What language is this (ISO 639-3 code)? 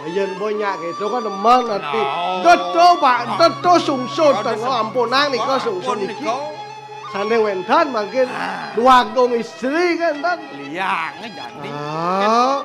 ban